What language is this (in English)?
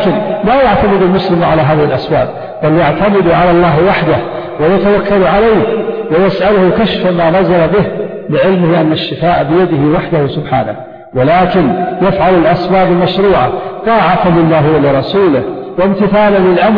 Arabic